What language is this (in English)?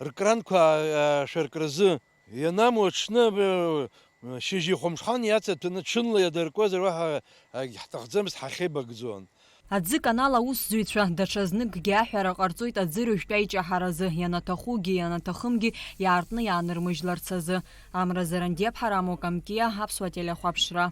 Abkhazian